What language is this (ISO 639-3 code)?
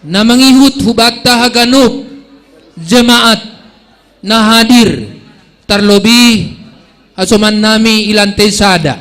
bts